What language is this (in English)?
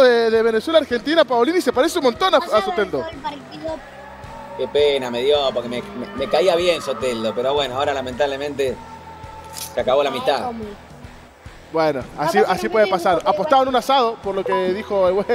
Spanish